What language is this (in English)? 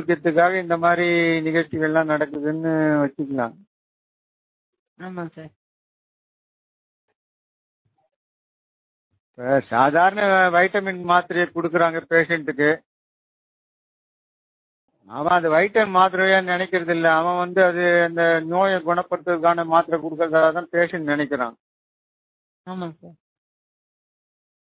Tamil